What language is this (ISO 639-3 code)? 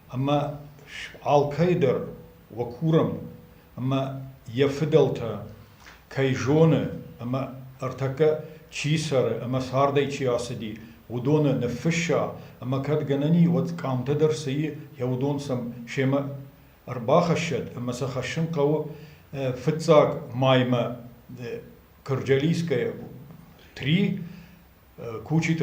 oss